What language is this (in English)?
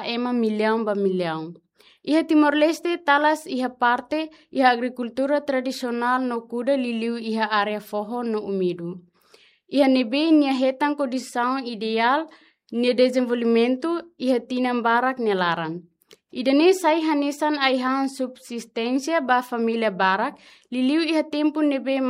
Tetum